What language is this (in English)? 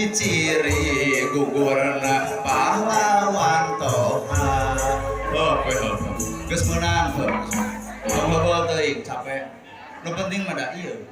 Sundanese